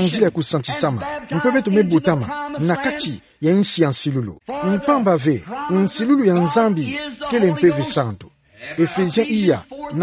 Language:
Kituba (Democratic Republic of Congo)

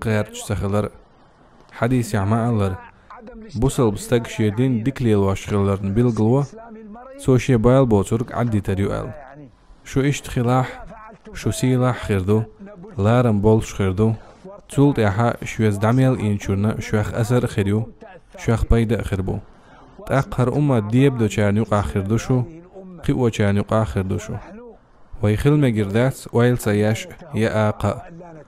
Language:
Chechen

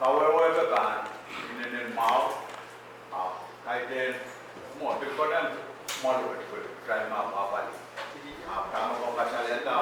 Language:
Pohnpeian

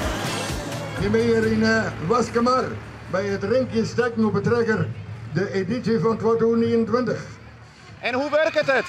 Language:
Western Frisian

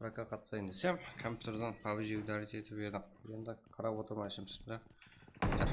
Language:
Kara-Kalpak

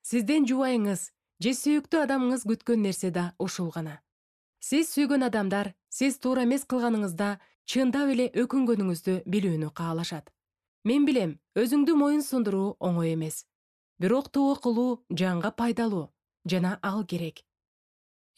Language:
Kyrgyz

